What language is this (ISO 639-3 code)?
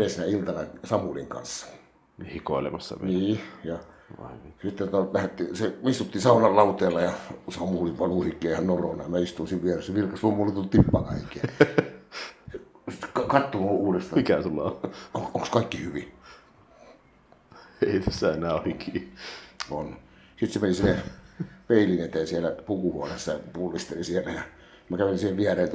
fin